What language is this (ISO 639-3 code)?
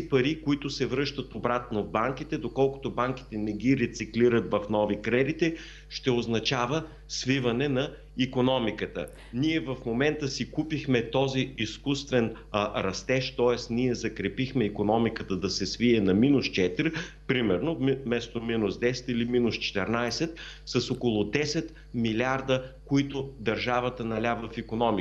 bul